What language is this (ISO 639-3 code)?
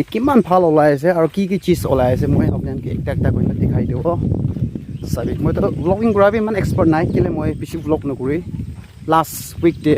nag